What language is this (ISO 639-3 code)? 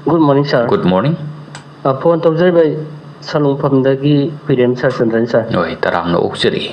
mni